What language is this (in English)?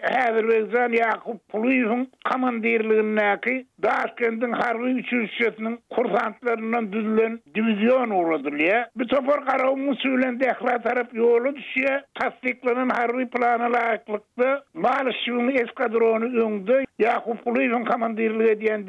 Turkmen